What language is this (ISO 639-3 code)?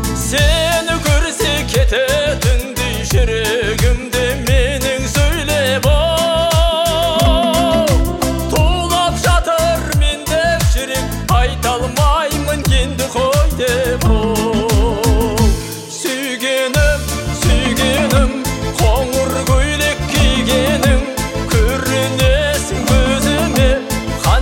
kaz